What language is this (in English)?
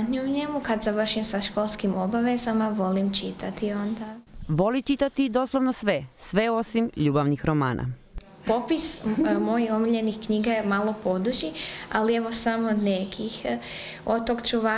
Croatian